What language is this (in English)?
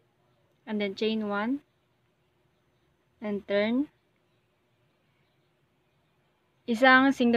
Filipino